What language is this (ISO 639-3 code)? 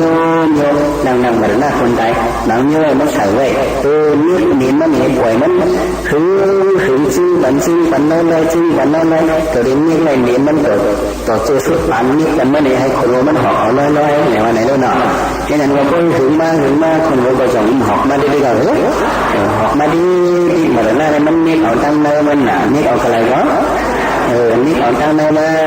shn